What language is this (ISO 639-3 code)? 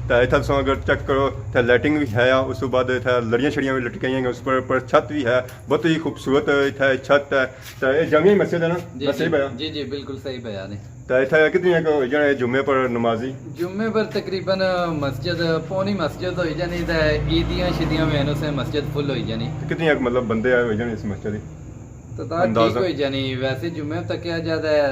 phr